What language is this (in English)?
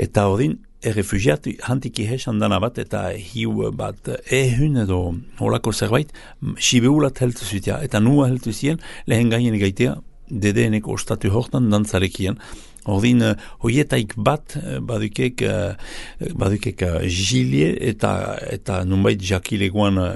Basque